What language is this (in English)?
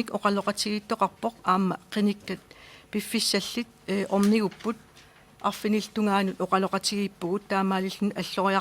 Kalaallisut